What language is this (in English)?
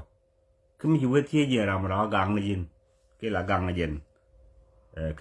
Nuer